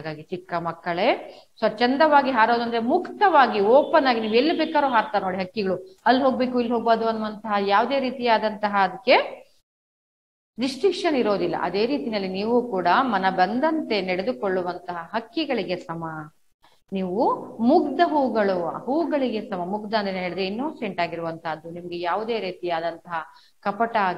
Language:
Kannada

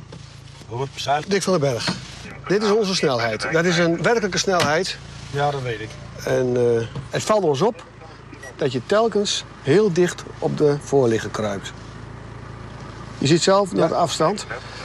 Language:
Dutch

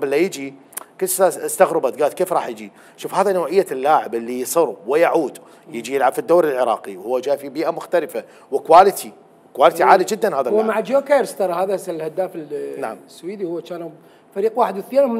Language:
Mesopotamian Arabic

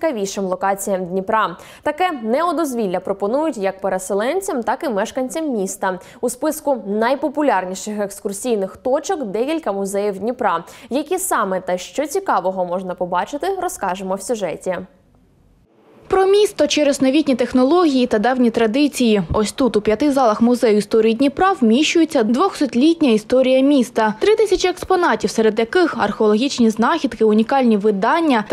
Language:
Ukrainian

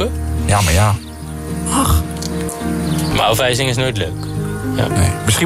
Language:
Dutch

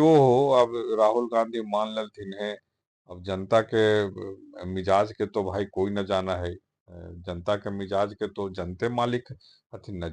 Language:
Magahi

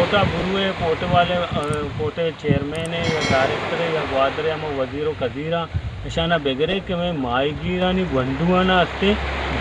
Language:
Baluchi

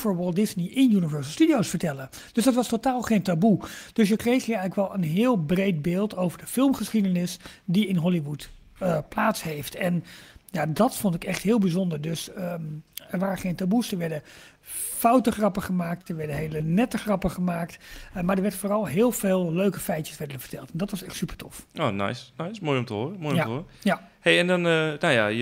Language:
Dutch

